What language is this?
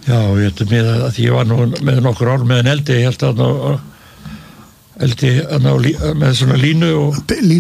Icelandic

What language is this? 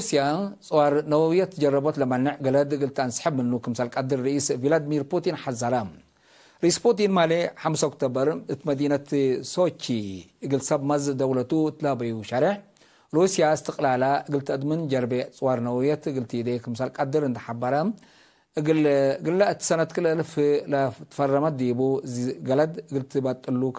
Tigre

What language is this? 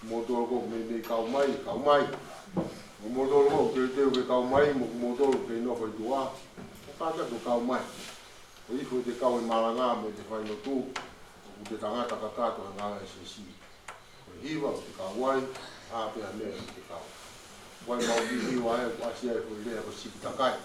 Tongan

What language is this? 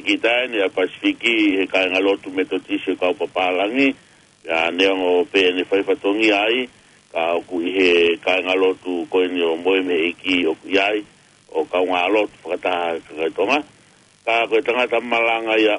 Tongan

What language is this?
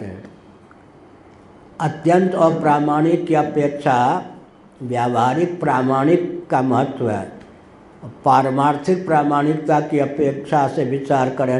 Hindi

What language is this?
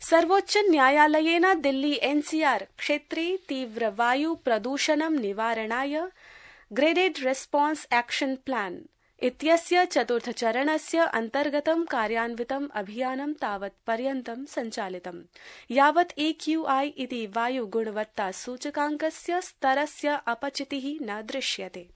Sanskrit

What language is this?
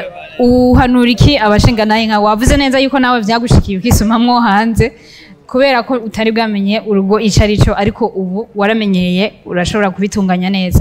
Rundi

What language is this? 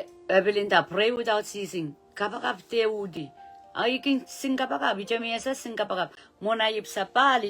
Pohnpeian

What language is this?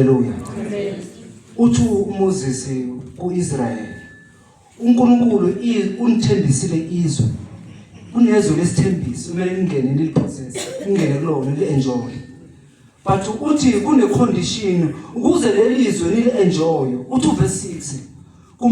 Zulu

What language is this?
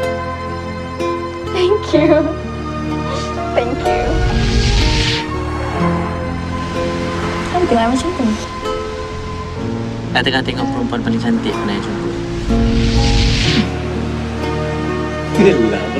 Malay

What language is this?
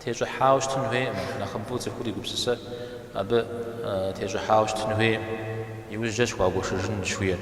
Kabardian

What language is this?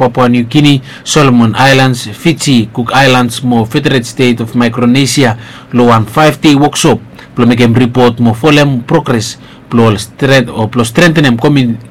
Bislama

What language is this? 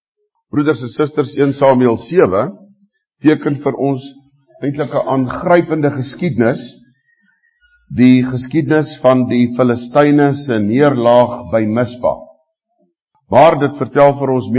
Afrikaans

